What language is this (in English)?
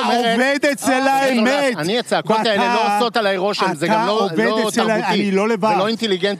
Hebrew